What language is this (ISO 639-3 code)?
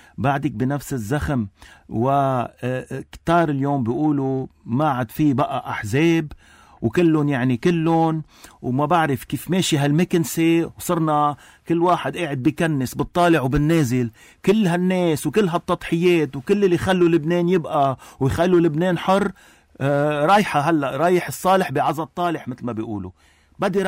apc